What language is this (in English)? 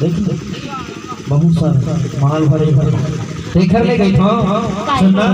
Chhattisgarhi